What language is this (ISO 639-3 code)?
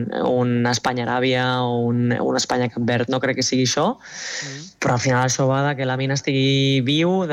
cat